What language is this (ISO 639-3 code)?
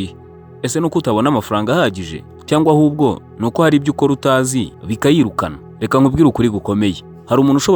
kin